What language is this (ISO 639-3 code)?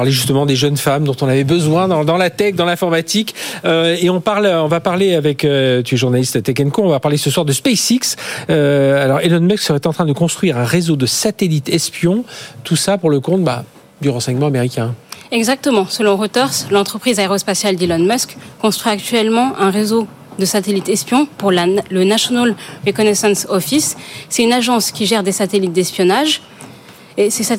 fra